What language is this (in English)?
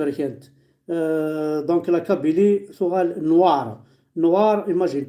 Kabyle